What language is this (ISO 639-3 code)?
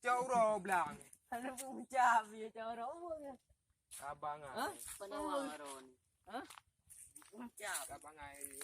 ace